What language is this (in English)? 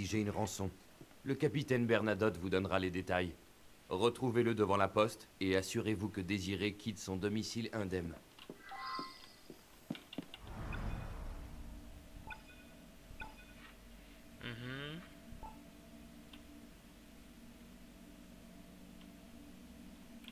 French